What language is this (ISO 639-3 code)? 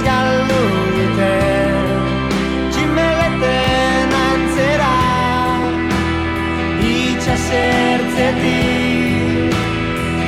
eus